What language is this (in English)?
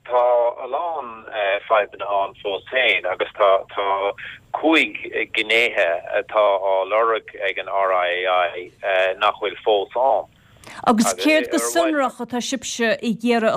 Irish